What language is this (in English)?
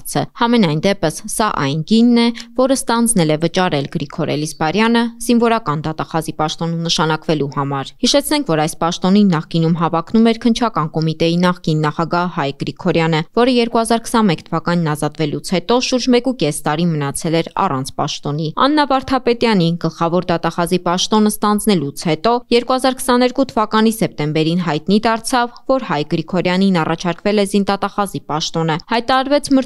Armenian